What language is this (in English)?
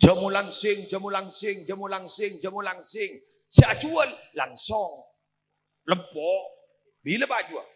Madurese